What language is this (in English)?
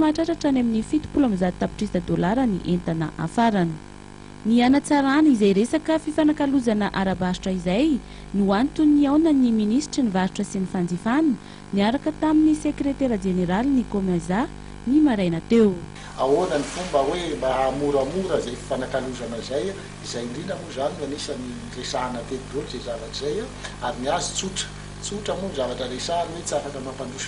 Malagasy